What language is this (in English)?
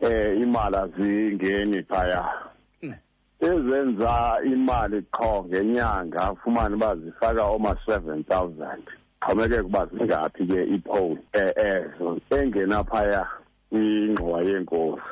Xhosa